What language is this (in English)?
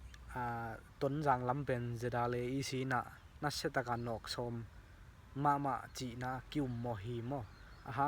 Tedim Chin